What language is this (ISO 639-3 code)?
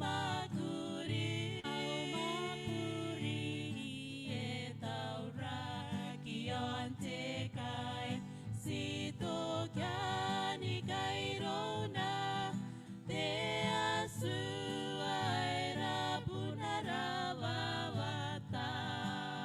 gil